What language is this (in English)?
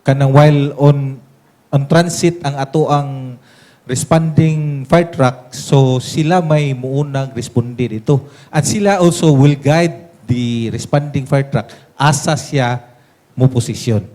Cebuano